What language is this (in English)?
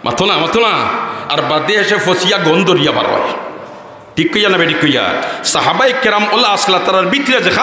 Sylheti